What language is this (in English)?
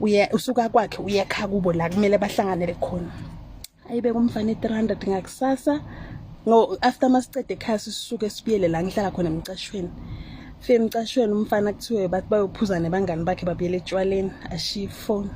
Zulu